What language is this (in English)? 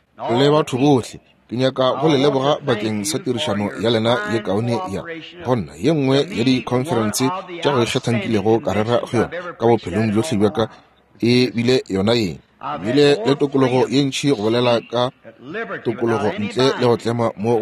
Northern Sotho